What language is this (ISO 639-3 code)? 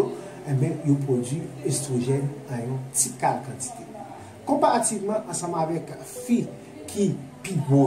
hat